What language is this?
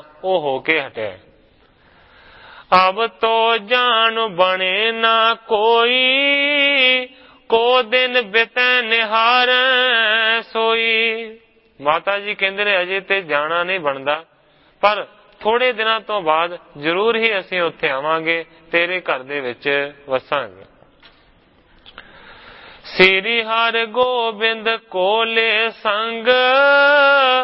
Punjabi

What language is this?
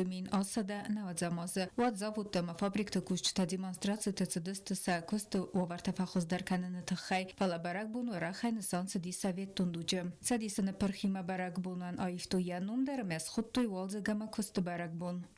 Ossetic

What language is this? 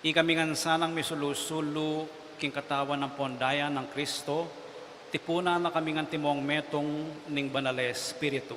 Pampanga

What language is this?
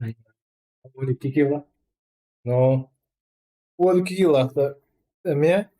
Yakut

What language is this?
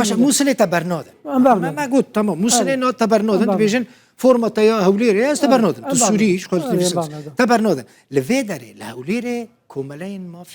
Kurdish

